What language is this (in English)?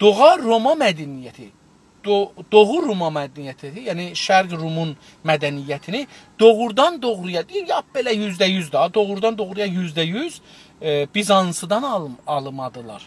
South Azerbaijani